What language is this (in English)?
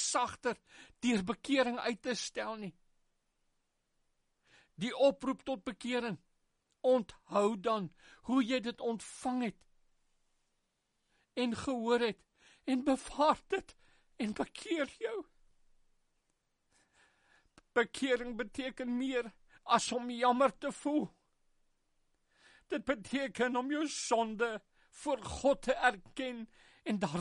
Afrikaans